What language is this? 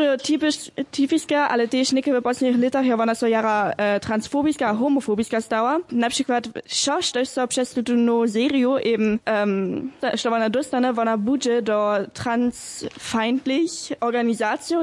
Upper Sorbian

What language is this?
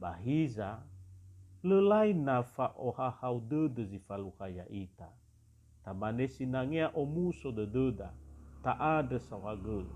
Nias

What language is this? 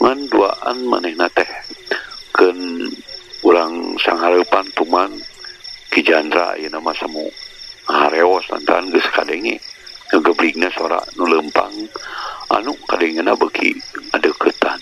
Sundanese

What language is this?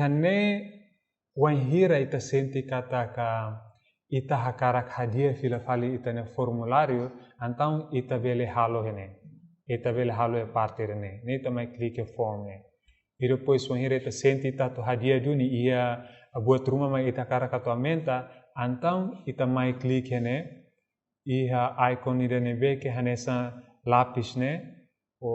Tetum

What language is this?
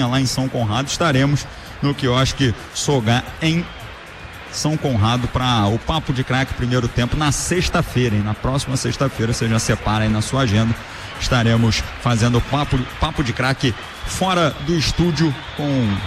Portuguese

